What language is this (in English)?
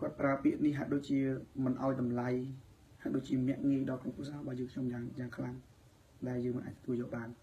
Khmer